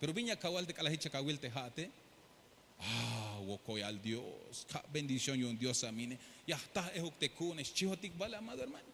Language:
Tzeltal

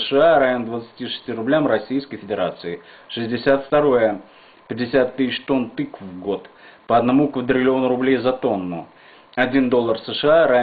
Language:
Russian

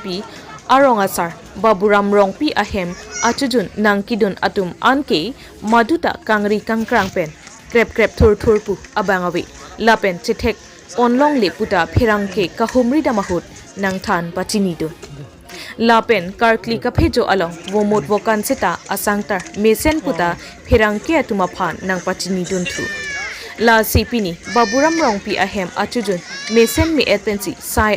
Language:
Karbi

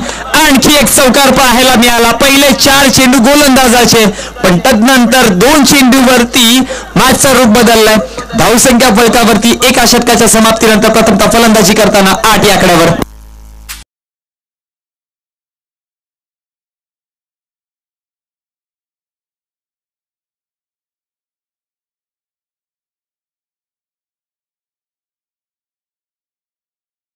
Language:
Marathi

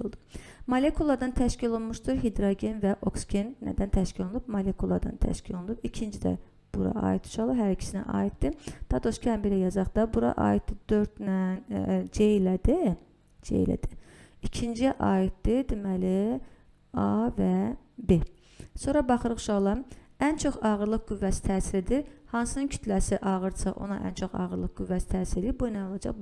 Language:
Azerbaijani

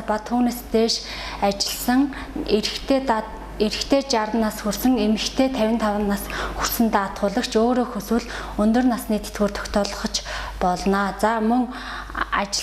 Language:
Mongolian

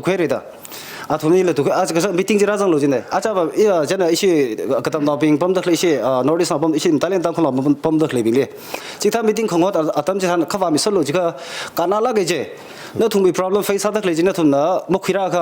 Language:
Tangkhul Naga (India)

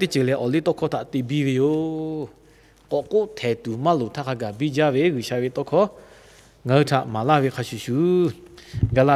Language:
Lahu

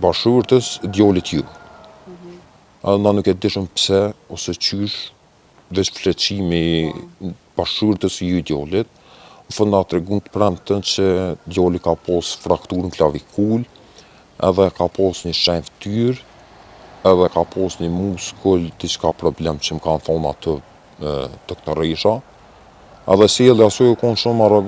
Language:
Albanian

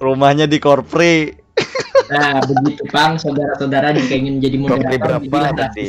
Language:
Banjar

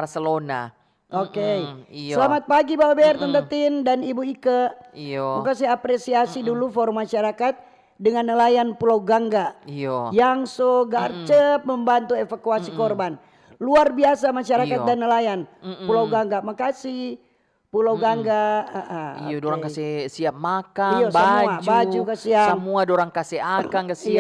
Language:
Manado Malay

